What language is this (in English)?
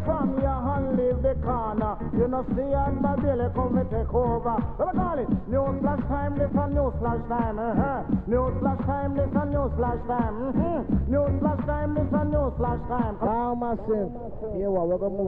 Jamaican Creole English